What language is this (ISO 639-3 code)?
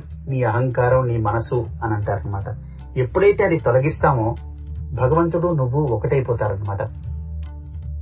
tel